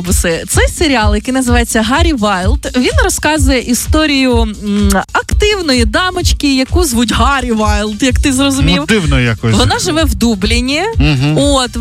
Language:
Ukrainian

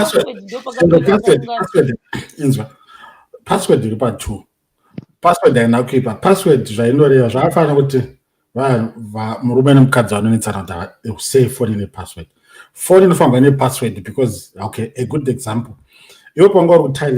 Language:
Shona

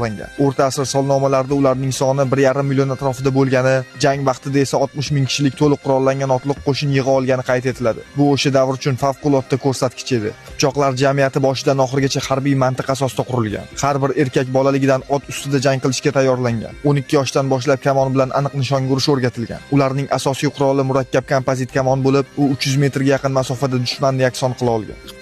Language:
Uzbek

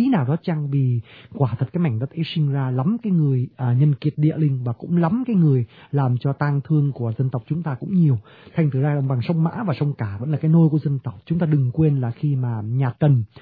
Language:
Vietnamese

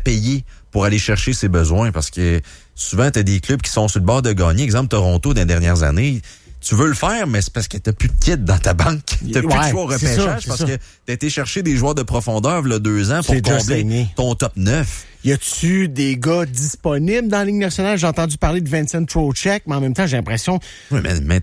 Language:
French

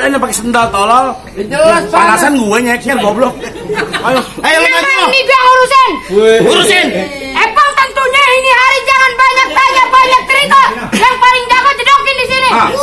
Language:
Betawi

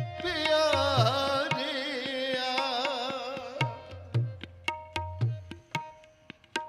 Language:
Punjabi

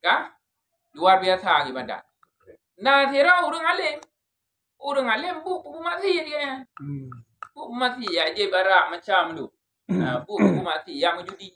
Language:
Achinese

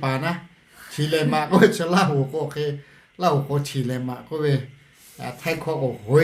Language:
Lahu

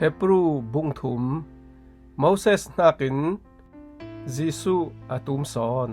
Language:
Falam Chin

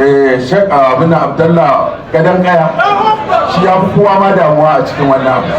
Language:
Hausa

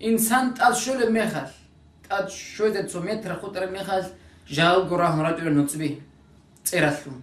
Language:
Avaric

